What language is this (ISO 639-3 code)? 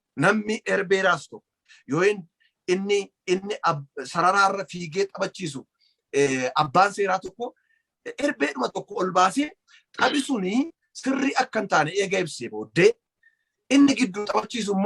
orm